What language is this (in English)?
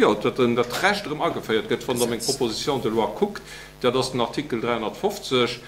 Luxembourgish